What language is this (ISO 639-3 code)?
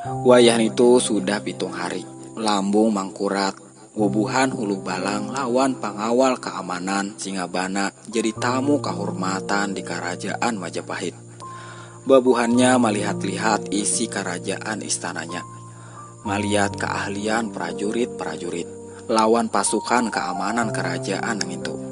bjn